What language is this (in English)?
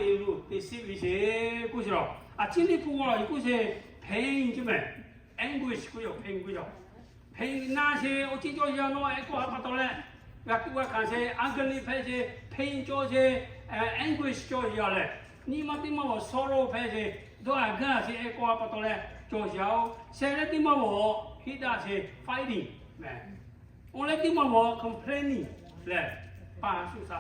Lahu